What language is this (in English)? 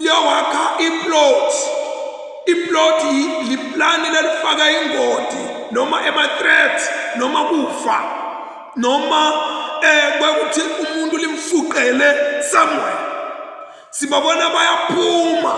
Zulu